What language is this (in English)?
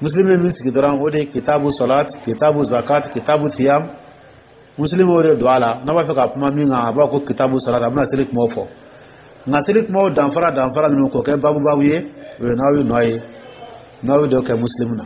Dyula